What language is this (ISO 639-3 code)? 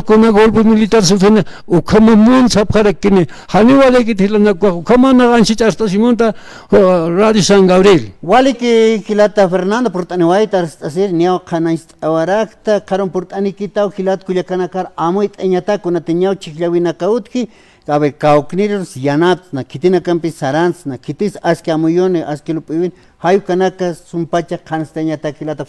aym